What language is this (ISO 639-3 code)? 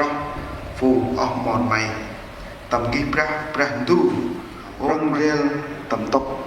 cmo